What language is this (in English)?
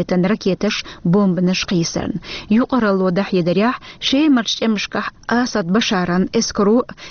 Chechen